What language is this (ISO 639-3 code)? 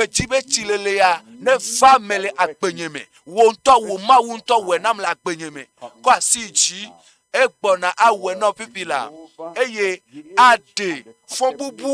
ewe